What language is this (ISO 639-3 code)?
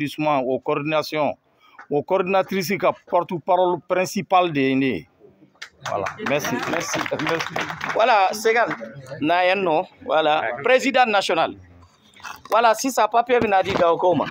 bam